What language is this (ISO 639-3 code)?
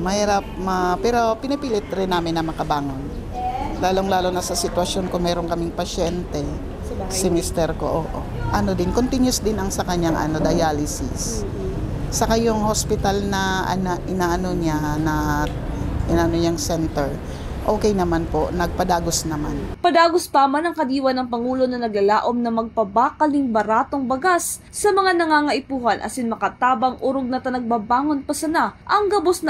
bik